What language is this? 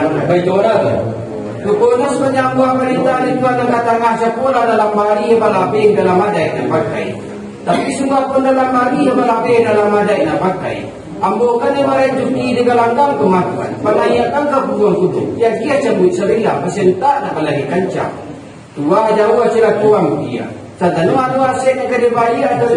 Minangkabau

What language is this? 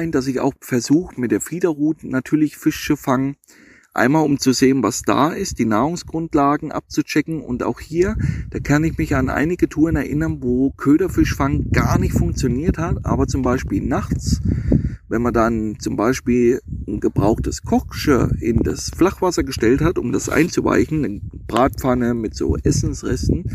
German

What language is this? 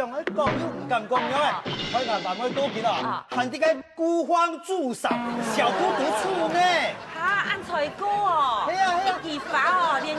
Hakka Chinese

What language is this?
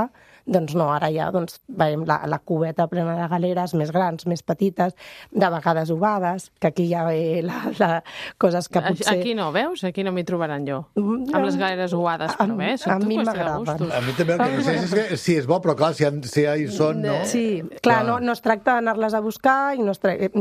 Catalan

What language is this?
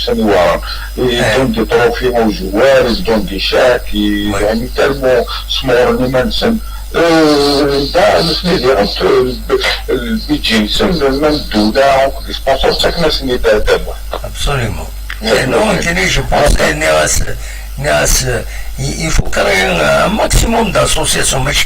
Kabyle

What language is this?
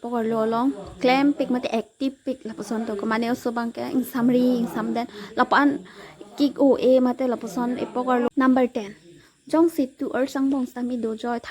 Karbi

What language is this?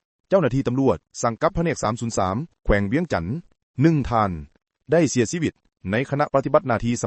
Lao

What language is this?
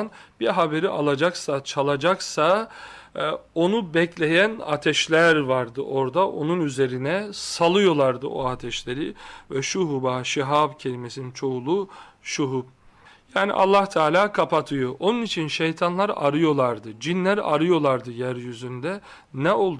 Turkish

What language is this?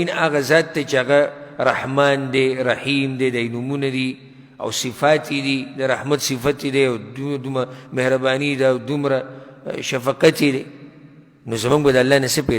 Pashto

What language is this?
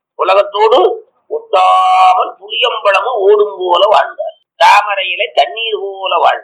Tamil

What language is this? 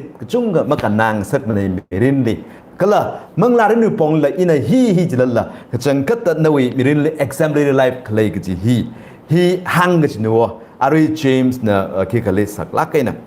Tangkhul Naga (India)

